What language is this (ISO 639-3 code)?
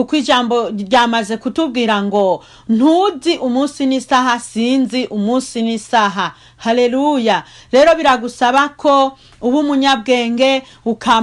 run